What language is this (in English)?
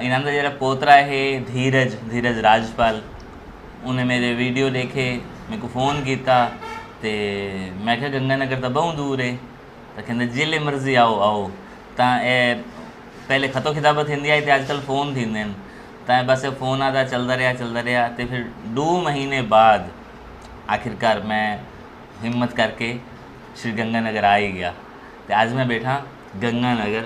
Saraiki